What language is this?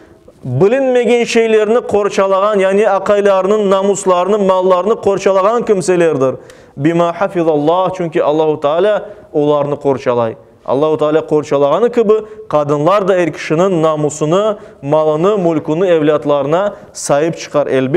Crimean Tatar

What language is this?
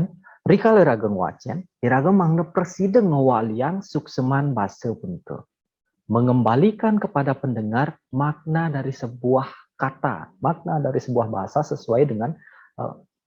Balinese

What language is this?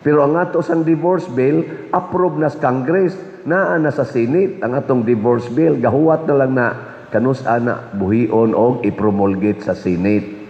Cebuano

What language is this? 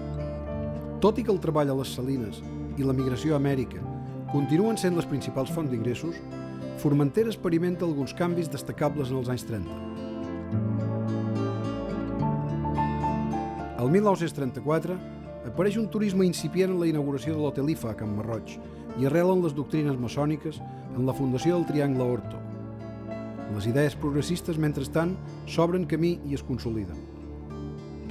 Catalan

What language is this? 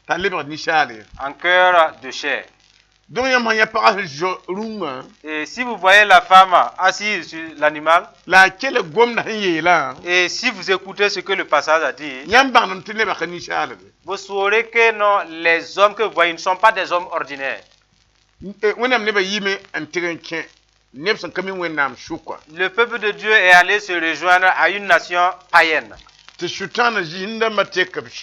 Mossi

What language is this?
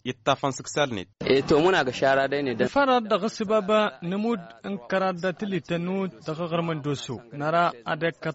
Tamasheq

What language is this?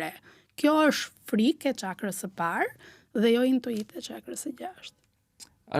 Albanian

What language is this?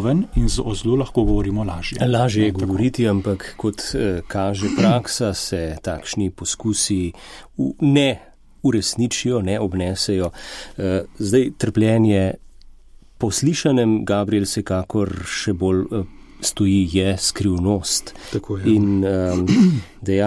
Slovenian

